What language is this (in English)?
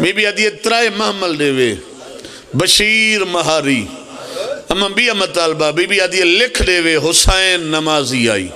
Pahari-Potwari